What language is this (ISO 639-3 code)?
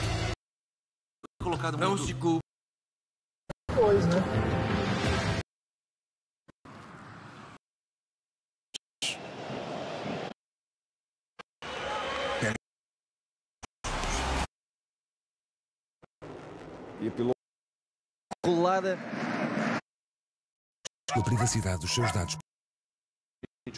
por